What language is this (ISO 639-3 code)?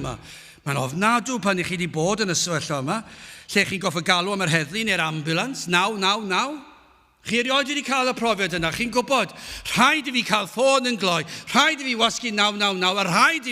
cym